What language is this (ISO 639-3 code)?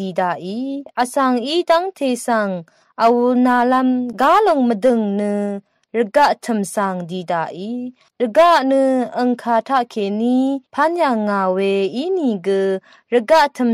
raw